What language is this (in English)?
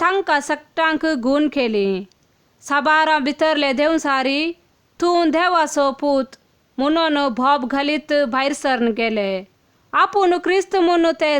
Konkani